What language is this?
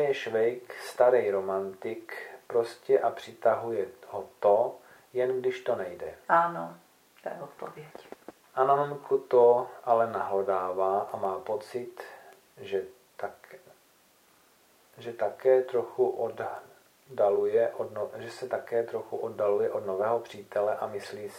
Czech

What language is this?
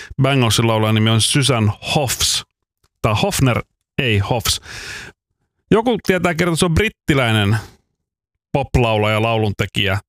Finnish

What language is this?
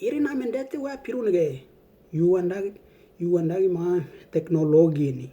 Western Dani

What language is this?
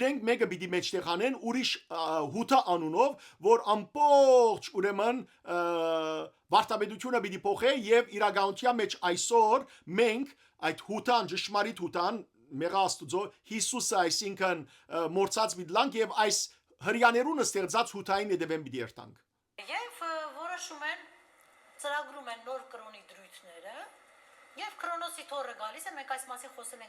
Western Armenian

